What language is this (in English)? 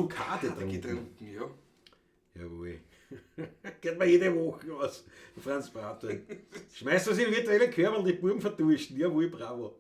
Bavarian